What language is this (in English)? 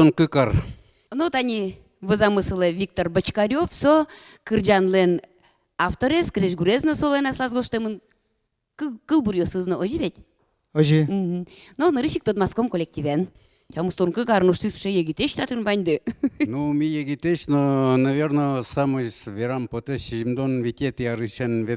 Udmurt